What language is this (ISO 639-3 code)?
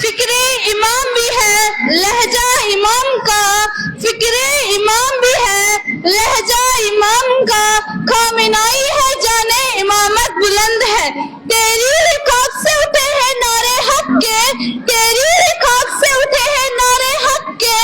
kas